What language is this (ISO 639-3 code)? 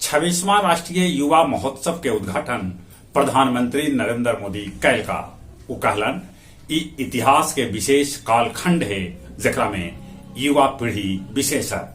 mag